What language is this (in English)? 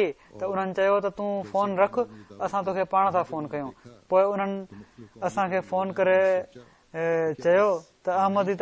Sindhi